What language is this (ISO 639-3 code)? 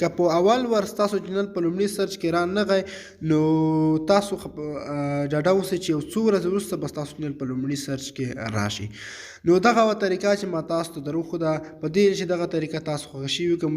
pus